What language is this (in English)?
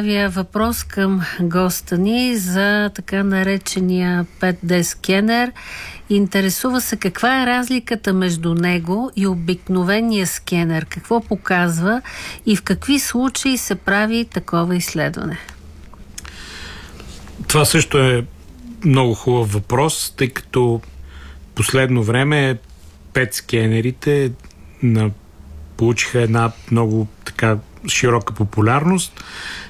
Bulgarian